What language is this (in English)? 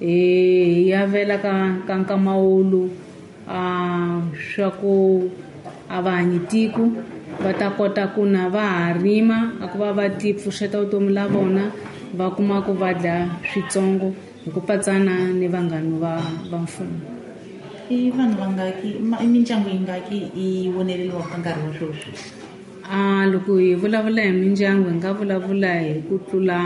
Tsonga